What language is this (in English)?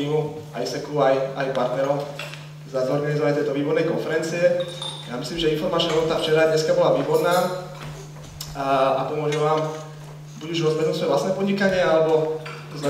Slovak